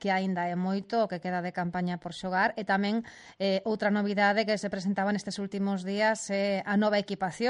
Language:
Galician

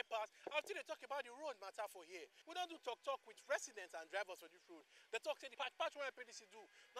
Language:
Nigerian Pidgin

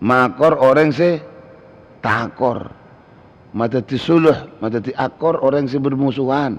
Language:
Madurese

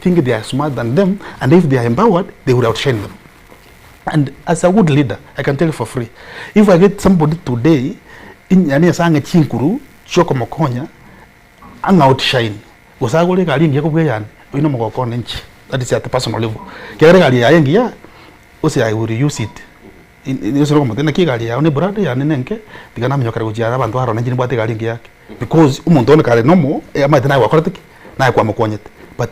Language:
Gusii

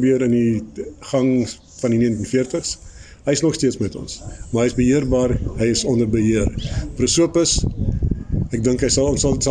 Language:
Afrikaans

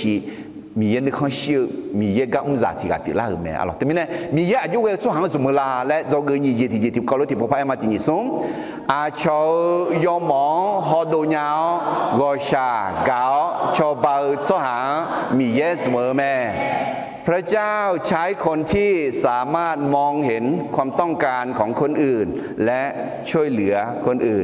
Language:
Akha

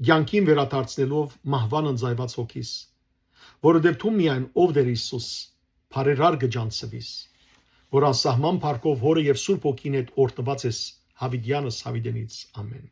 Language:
Western Armenian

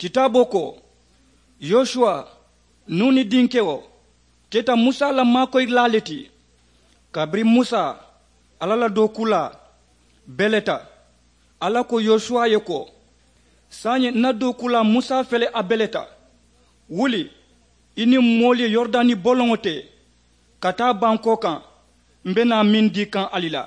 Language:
Mandingo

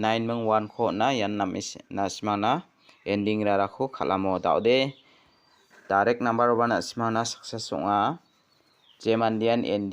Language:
Garo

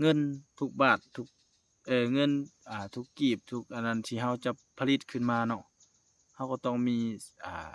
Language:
Lao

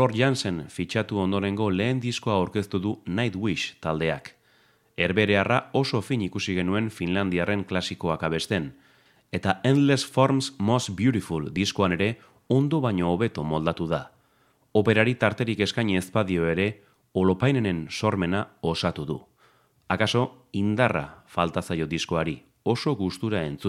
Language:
Basque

